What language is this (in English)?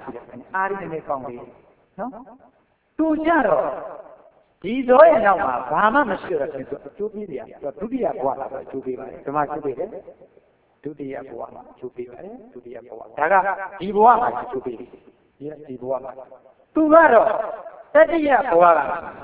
Burmese